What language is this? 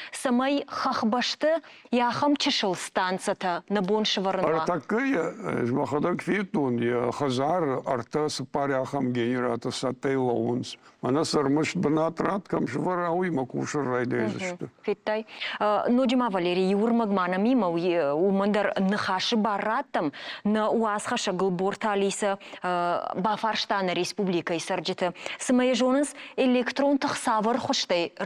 Ossetic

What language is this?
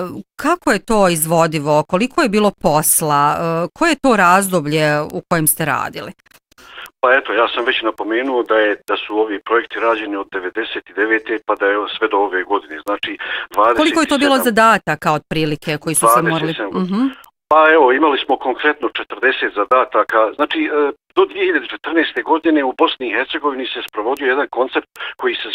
Bosnian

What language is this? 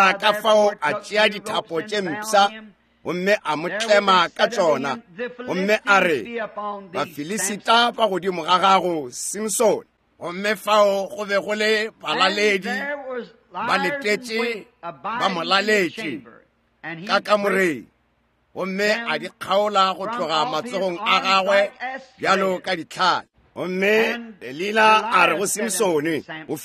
Northern Sotho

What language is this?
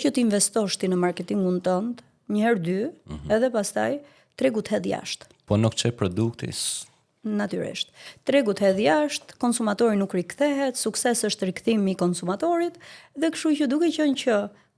Albanian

